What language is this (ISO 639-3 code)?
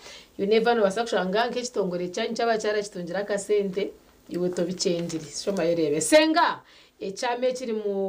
nyn